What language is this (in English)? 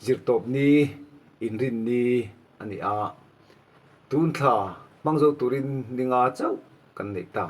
Mizo